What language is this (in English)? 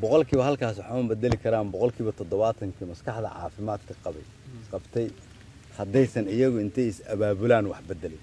Somali